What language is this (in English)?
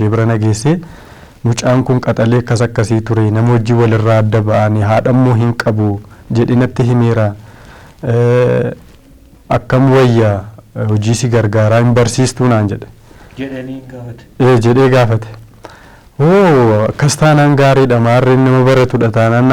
Oromo